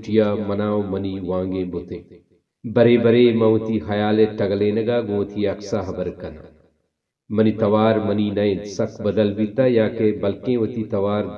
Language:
Baluchi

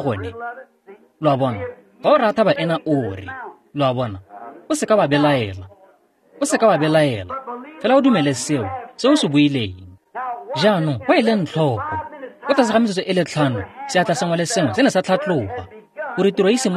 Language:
Tswana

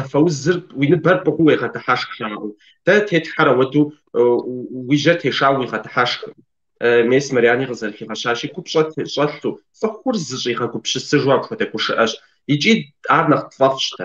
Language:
Kabardian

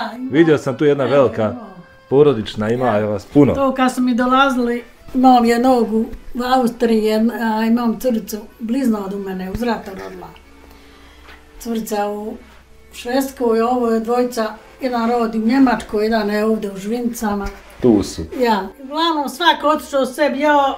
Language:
Bosnian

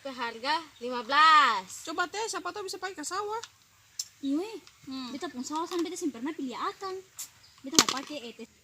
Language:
Ambonese Malay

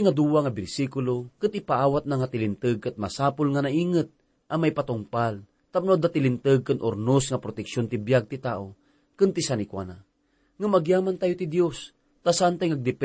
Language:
Iloko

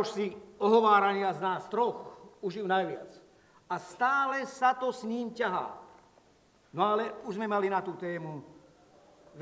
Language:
Slovak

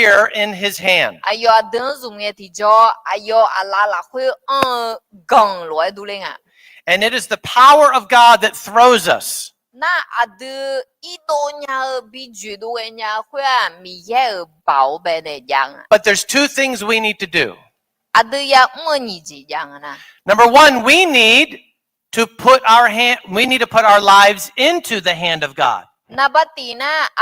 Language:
Akha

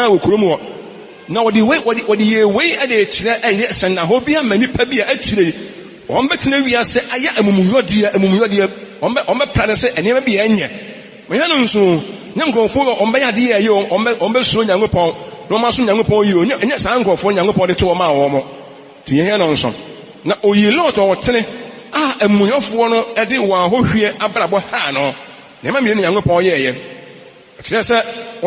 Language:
Akan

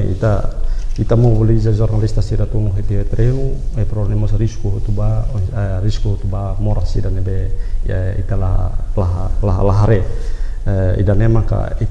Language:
Tetum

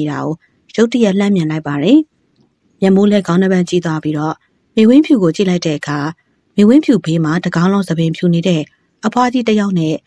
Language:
Burmese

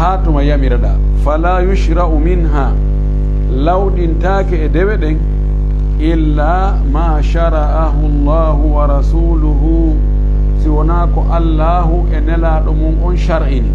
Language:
Pular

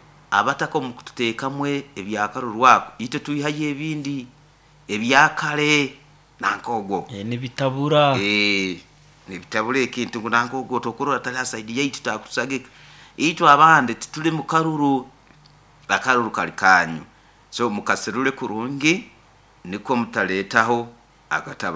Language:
Nyoro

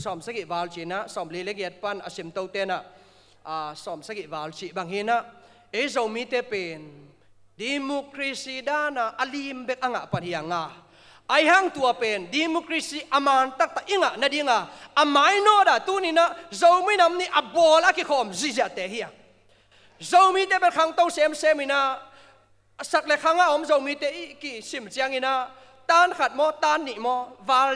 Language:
Tedim Chin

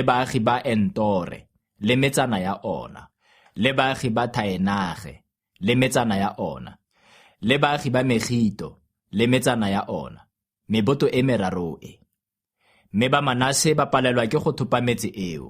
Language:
Tswana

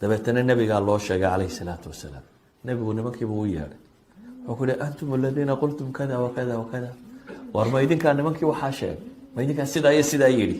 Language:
Somali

